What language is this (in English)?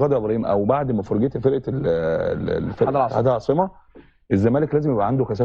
Egyptian Arabic